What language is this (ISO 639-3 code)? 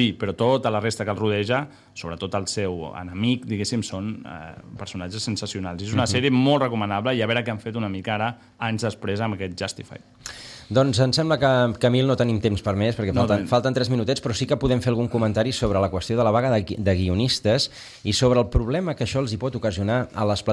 cat